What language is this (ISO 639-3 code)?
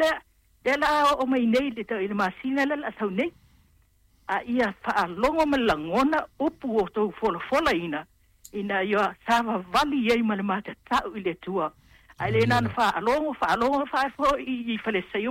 smo